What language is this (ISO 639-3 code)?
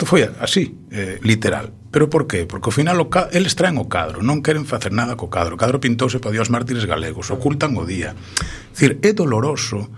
glg